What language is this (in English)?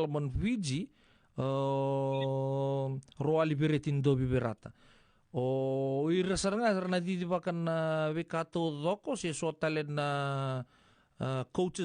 Fijian